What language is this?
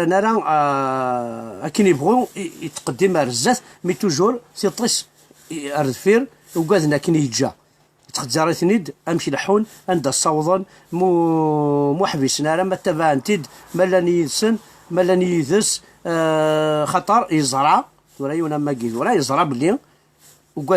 Kabyle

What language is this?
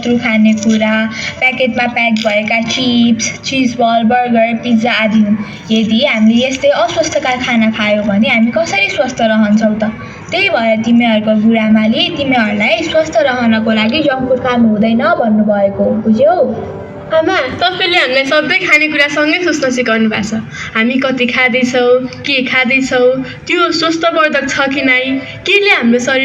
Nepali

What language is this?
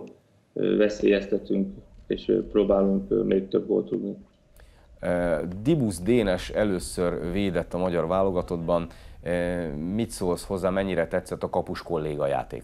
Hungarian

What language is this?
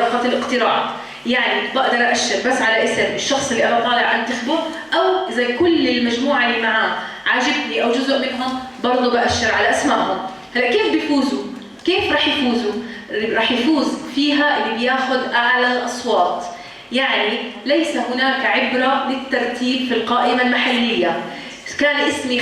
North Levantine Arabic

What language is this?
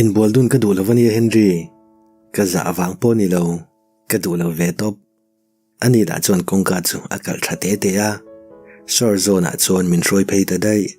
Mizo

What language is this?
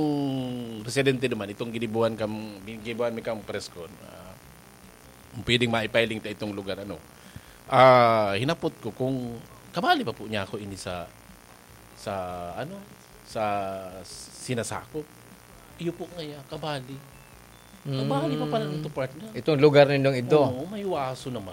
Bikol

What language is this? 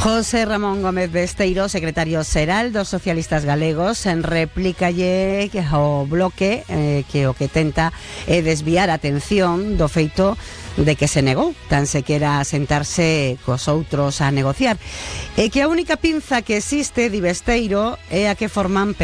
Galician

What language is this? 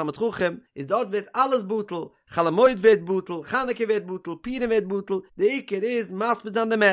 Yiddish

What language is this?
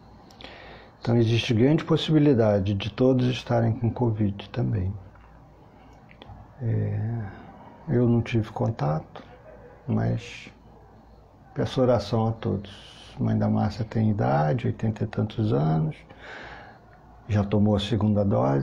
Portuguese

